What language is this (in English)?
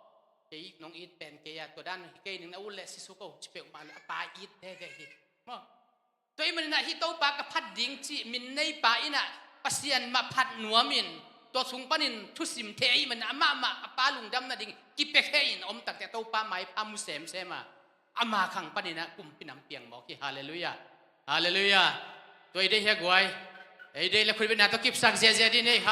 Tedim Chin